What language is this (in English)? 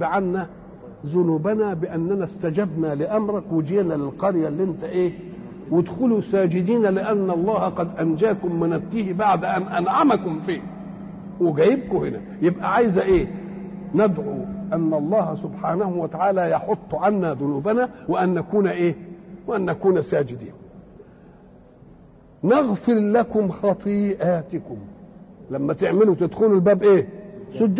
Egyptian Arabic